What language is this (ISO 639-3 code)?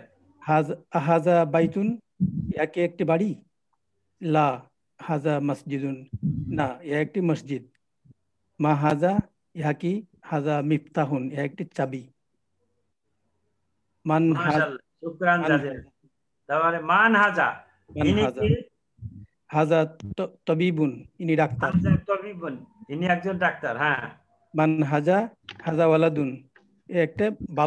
ben